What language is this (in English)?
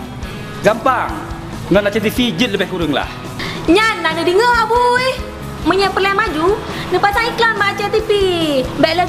Achinese